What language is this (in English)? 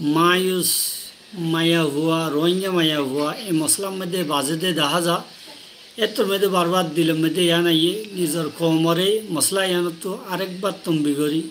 Rohingya